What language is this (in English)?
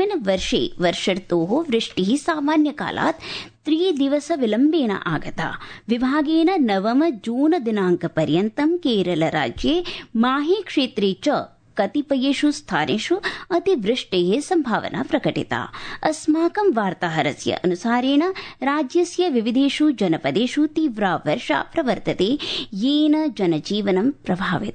Sanskrit